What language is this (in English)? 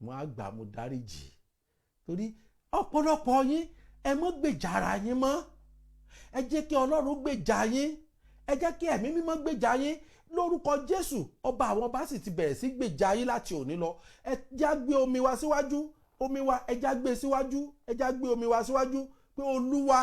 Yoruba